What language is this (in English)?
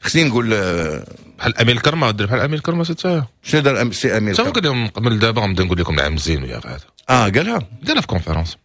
Moroccan Arabic